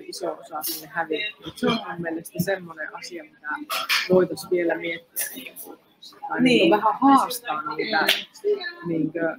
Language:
Finnish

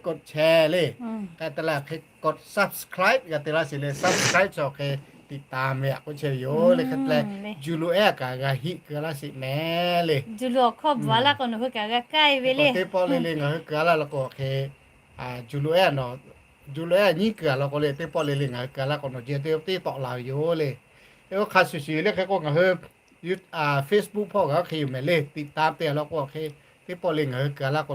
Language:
Lahu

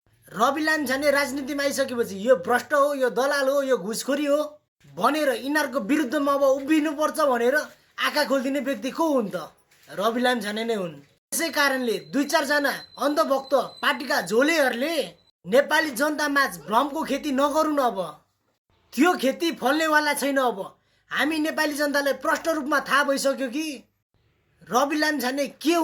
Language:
Nepali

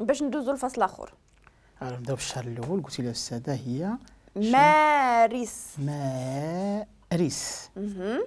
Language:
Moroccan Arabic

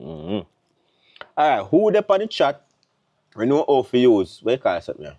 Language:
Jamaican Creole English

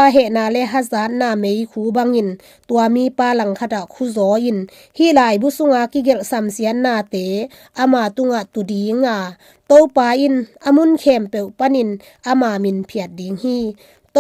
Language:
Tedim Chin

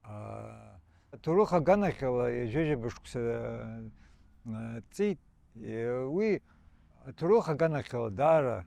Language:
Abkhazian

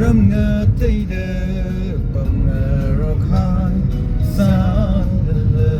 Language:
Tangkhul Naga (India)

